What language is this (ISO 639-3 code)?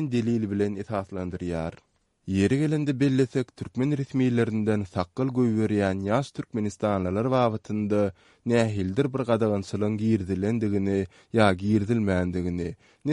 tuk